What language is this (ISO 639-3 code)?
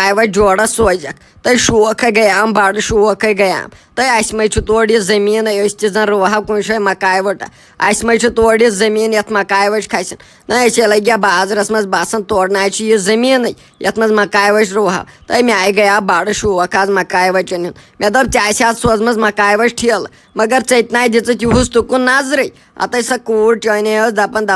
kas